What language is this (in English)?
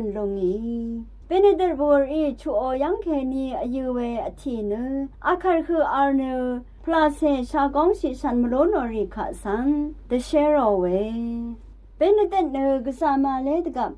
Rawang